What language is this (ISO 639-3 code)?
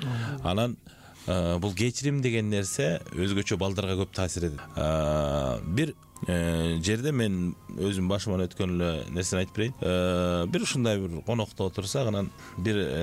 kir